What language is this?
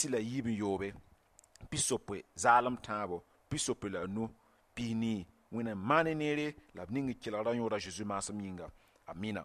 Mossi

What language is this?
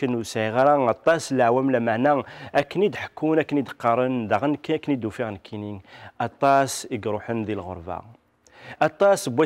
Kabyle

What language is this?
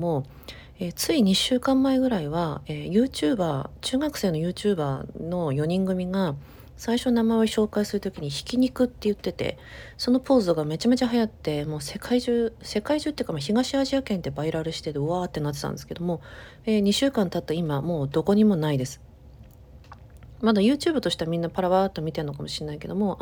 Japanese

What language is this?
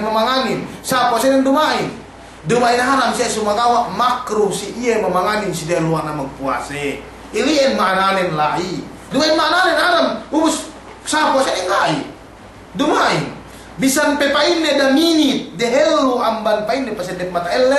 Yakan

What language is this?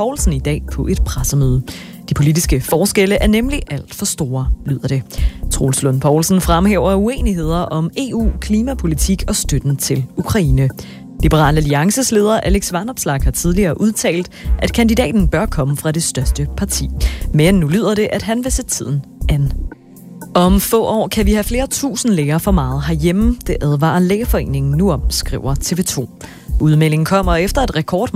Danish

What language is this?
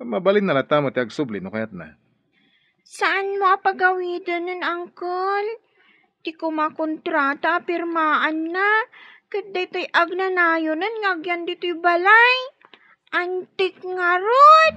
Iloko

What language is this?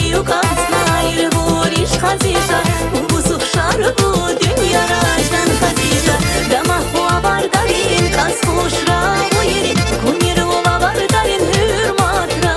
Tabassaran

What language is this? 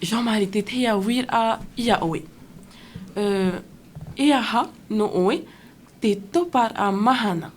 Tahitian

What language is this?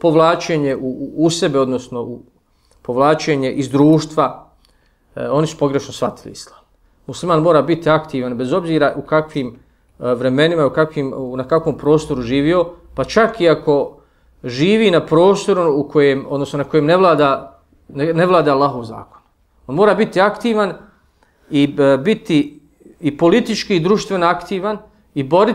Bosnian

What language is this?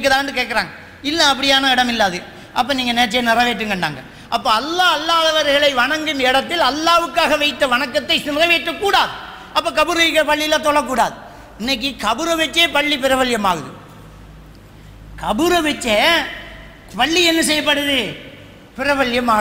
Tamil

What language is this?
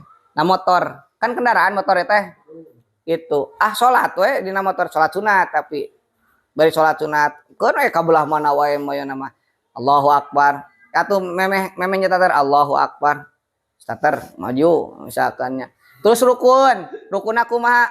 Sundanese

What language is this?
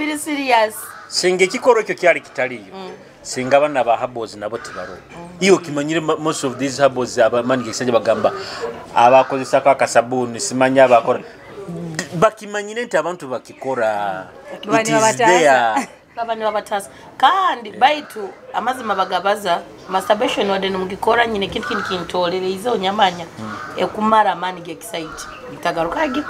Nyoro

